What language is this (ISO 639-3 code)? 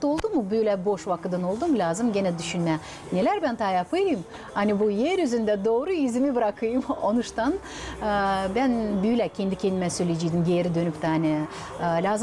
gag